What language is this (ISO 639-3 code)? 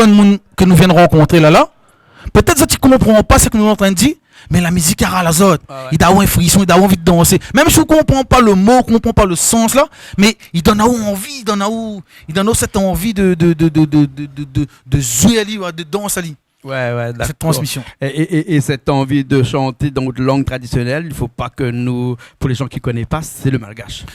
rcf